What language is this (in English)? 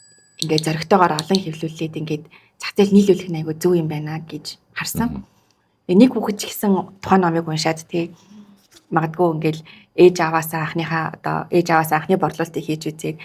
Mongolian